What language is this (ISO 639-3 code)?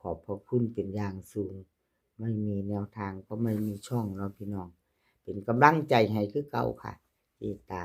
tts